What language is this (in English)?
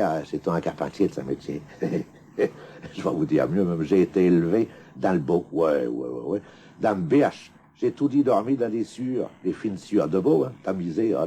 Picard